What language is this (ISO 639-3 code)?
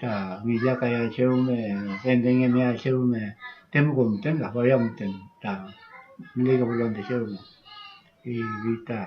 arn